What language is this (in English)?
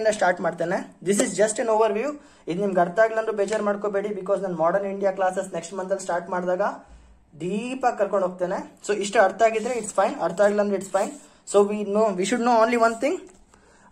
Kannada